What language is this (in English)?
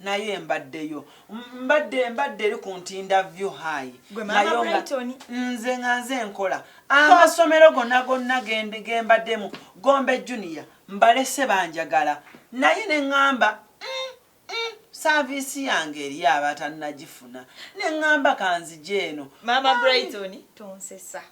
Ganda